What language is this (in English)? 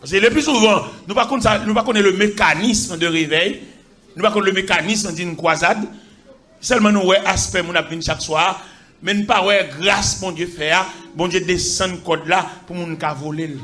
Haitian Creole